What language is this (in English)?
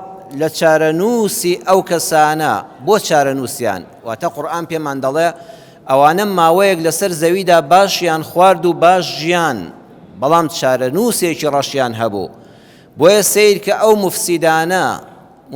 Central Kurdish